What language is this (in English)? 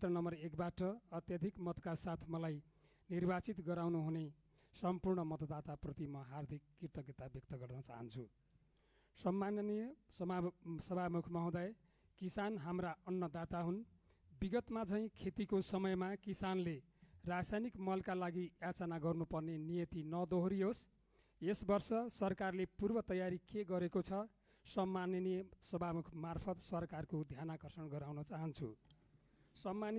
Nepali